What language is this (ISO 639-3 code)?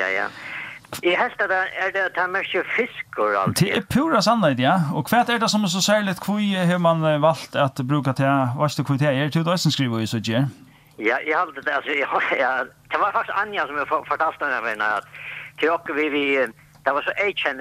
fao